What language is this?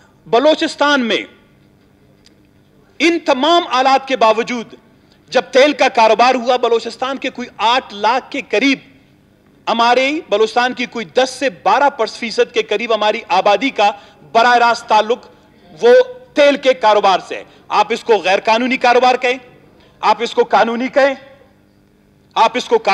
Urdu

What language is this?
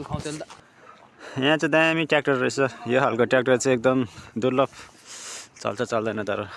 Nepali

